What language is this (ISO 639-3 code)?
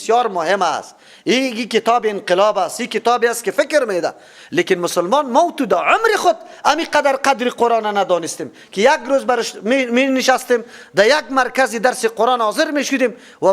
fas